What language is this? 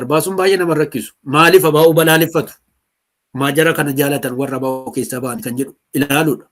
Oromo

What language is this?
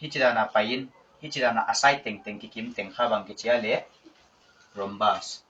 Paite Chin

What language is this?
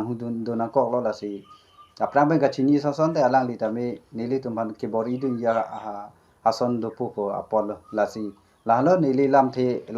Karbi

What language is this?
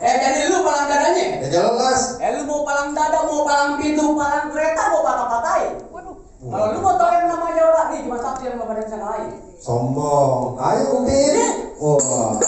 Betawi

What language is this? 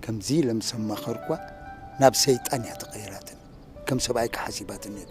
Tigrinya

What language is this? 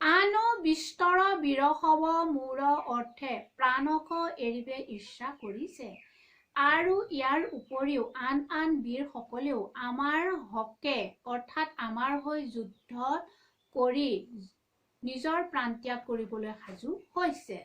Assamese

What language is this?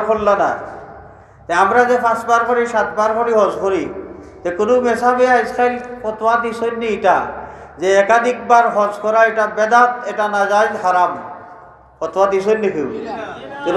Sylheti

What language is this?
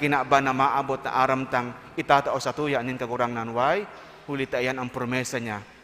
Bikol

